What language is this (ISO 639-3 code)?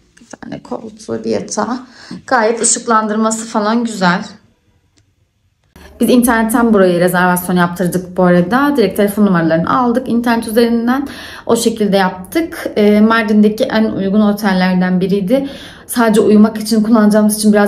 tur